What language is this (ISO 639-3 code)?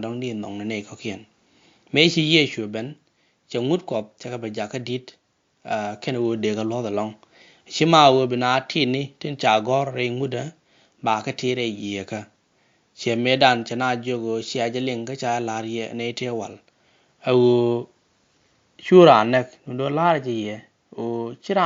nus